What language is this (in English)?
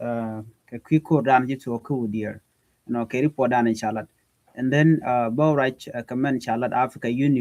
Nuer